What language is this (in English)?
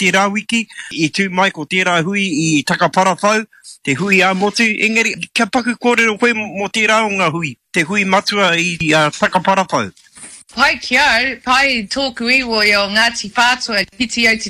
Māori